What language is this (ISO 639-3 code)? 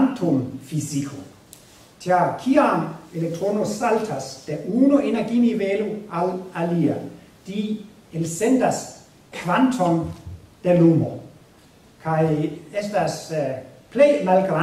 epo